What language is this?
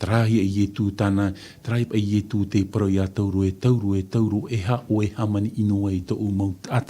Tahitian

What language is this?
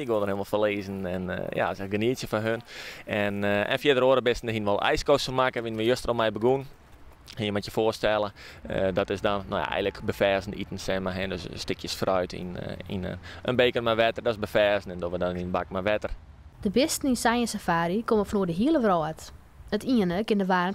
Western Frisian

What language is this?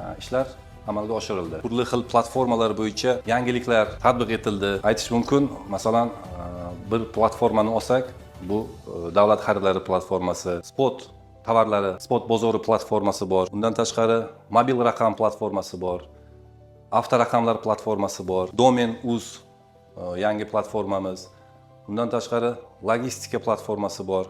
Uzbek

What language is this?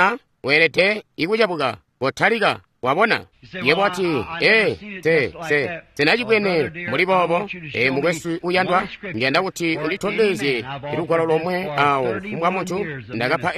Tonga (Zambia)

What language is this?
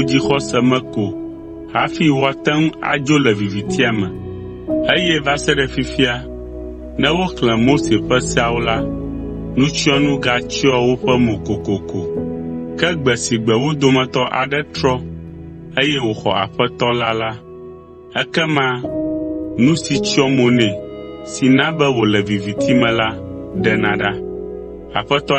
Ewe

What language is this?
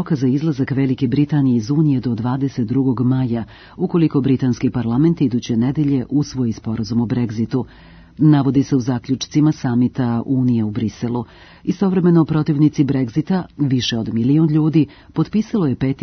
Serbian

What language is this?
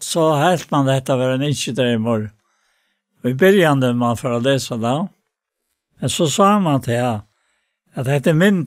Faroese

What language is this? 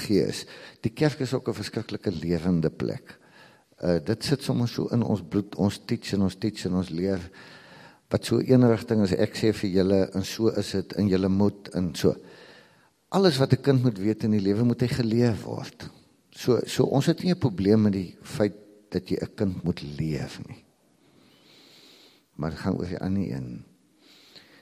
Afrikaans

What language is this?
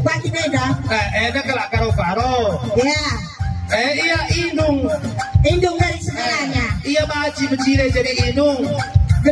Batak Karo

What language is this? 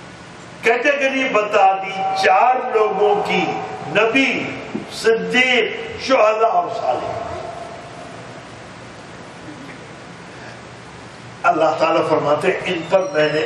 Urdu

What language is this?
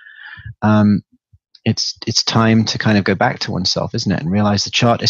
English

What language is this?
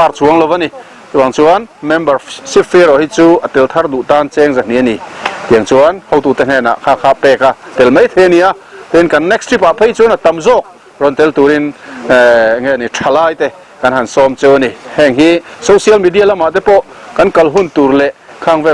Mizo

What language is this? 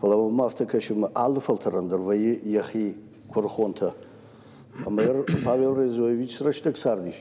Ossetic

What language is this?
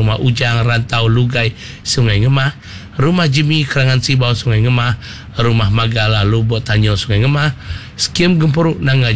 Iban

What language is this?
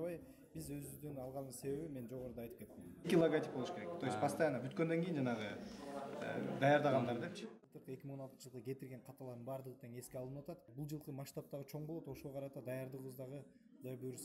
Kyrgyz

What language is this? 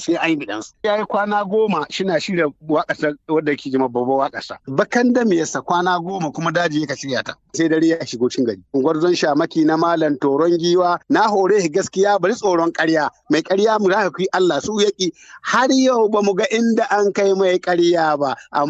Hausa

